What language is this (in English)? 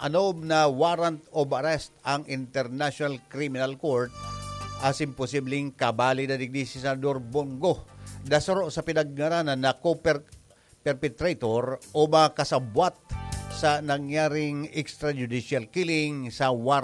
Bikol